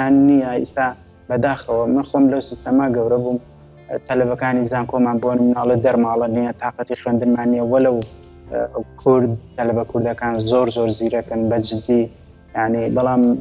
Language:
Central Kurdish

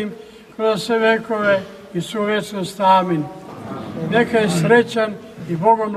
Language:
Serbian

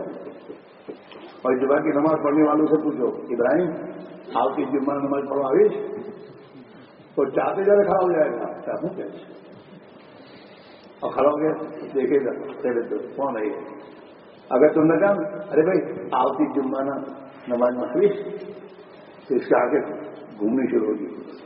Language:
Urdu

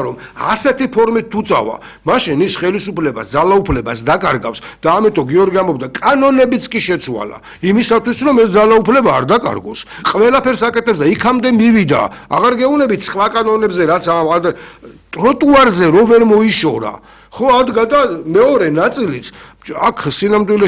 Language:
Georgian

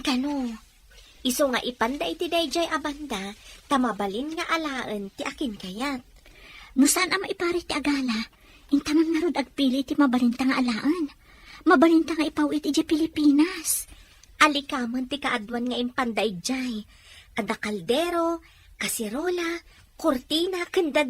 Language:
Iloko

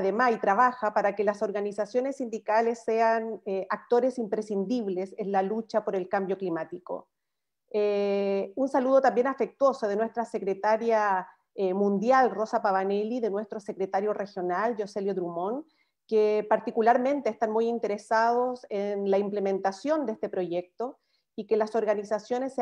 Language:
Spanish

